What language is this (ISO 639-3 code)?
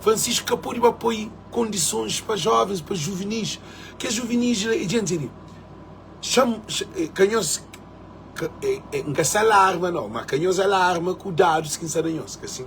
kea